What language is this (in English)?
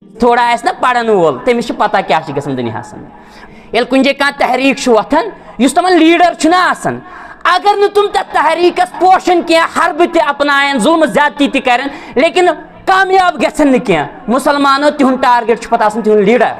Kashmiri